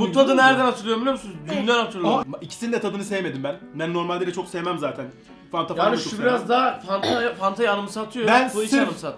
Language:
Turkish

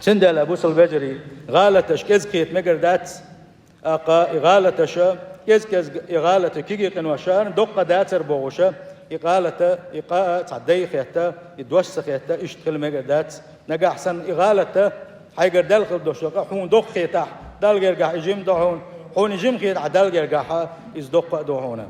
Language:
Chechen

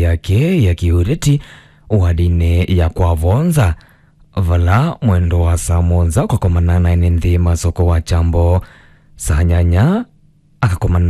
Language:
Kamba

